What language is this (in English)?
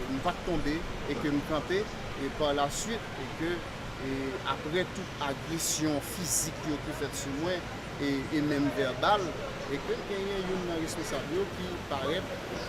Haitian Creole